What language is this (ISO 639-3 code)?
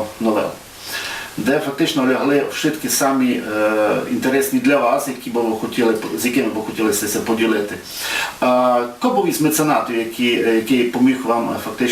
rue